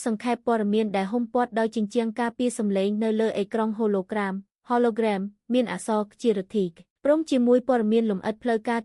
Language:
Khmer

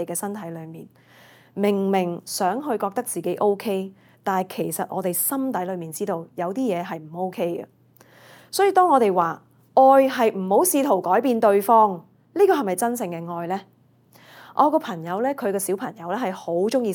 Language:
Cantonese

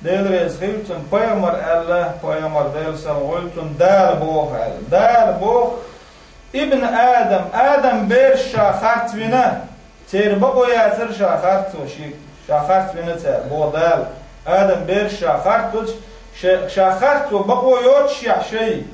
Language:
Chechen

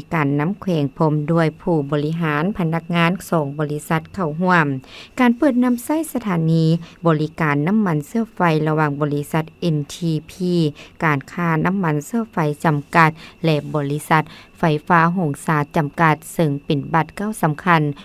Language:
Lao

